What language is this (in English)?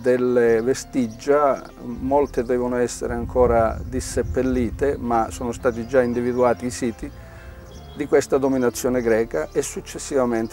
Italian